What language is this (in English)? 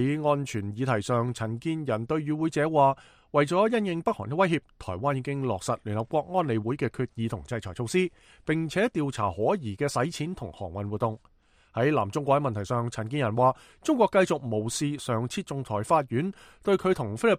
Cantonese